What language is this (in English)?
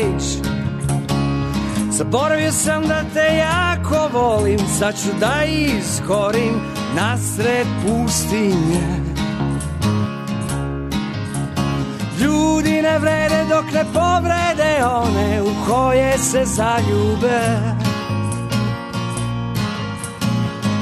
Serbian